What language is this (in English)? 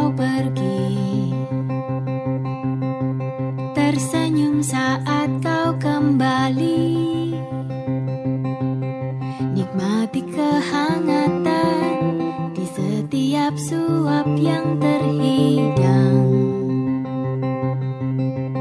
Indonesian